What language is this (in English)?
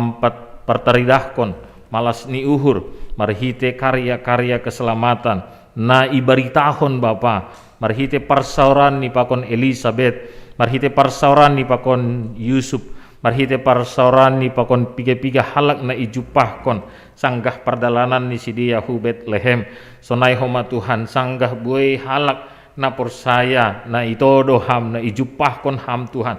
Batak Simalungun